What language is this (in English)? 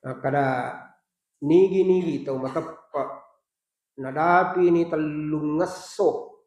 Buginese